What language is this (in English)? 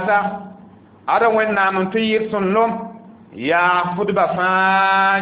Mossi